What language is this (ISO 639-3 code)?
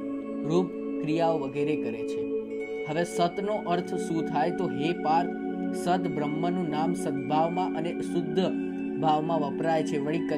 guj